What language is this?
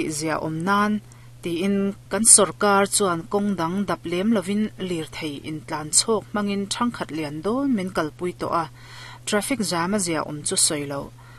Mizo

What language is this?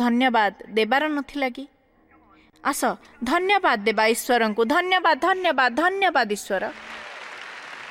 Odia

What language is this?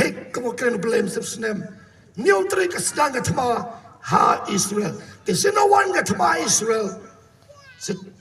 Khasi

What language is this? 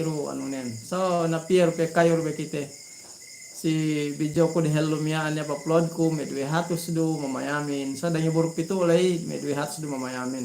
Yakan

